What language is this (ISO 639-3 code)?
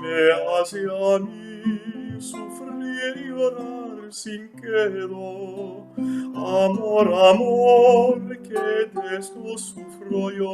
lad